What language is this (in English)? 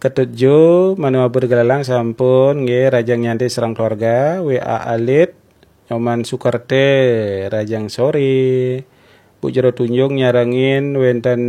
Balinese